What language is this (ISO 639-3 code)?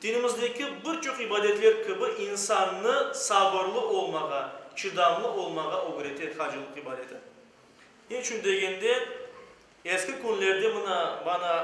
crh